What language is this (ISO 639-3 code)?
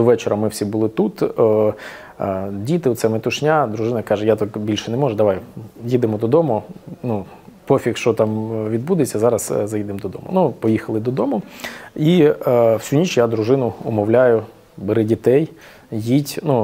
ukr